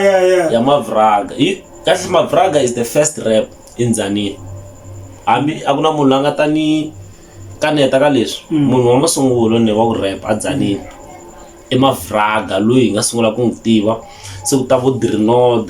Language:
Tsonga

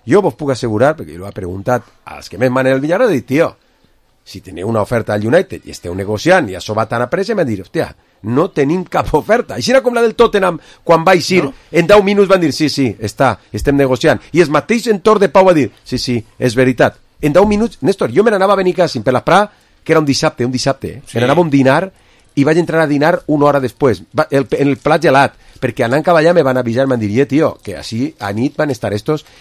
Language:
Catalan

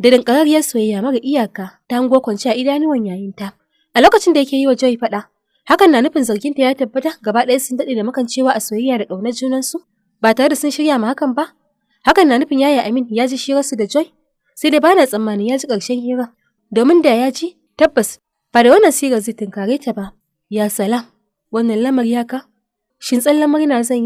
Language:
Hausa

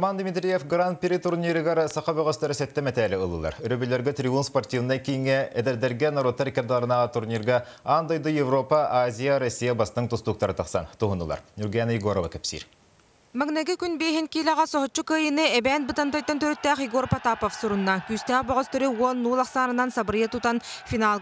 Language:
Yakut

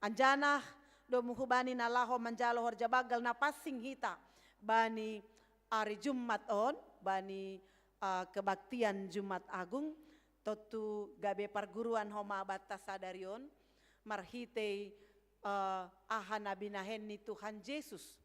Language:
Batak Simalungun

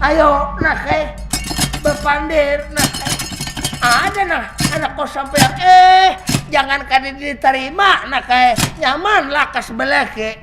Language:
Banjar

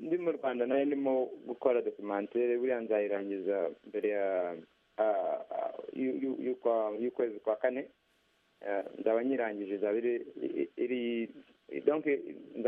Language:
Kinyarwanda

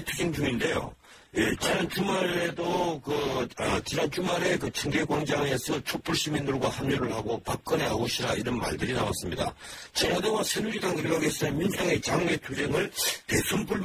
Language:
Korean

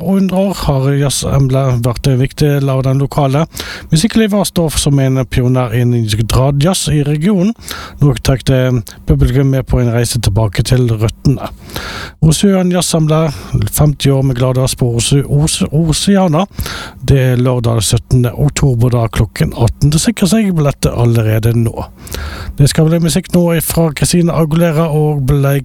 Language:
Norwegian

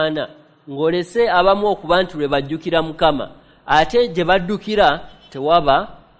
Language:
Ganda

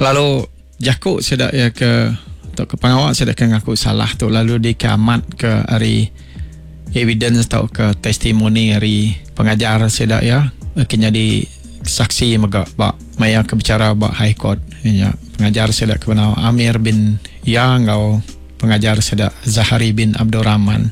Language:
Iban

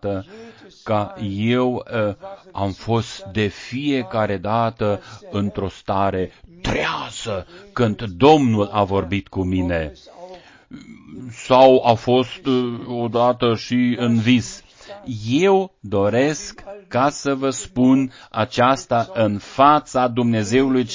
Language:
Romanian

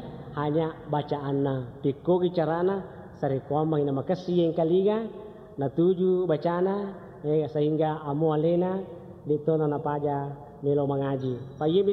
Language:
Buginese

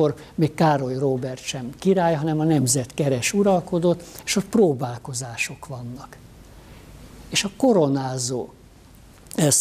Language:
Hungarian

